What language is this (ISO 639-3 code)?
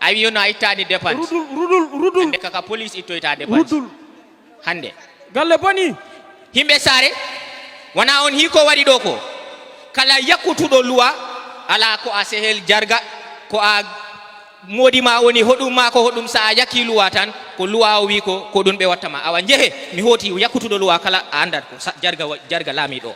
ful